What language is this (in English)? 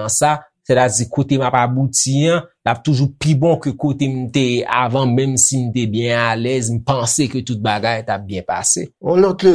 Haitian Creole